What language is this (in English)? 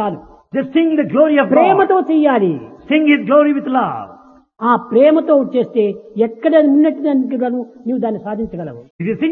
Telugu